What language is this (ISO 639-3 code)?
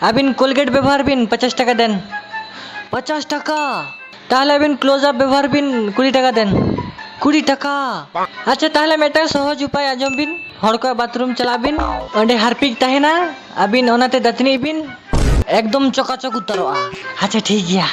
sat